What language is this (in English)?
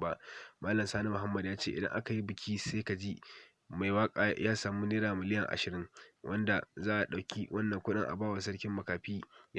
Hausa